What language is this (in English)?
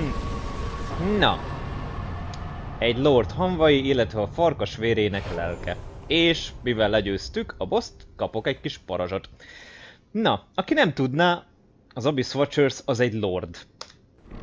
Hungarian